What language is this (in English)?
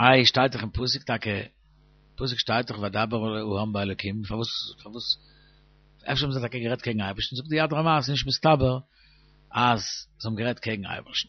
Yiddish